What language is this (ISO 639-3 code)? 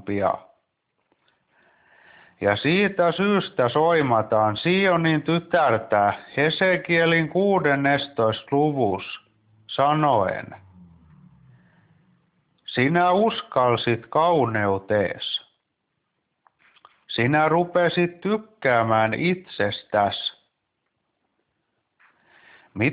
fin